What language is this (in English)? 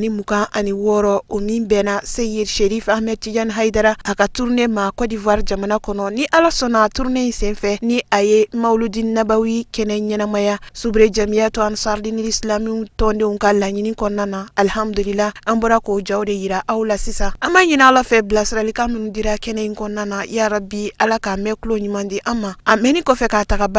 Bambara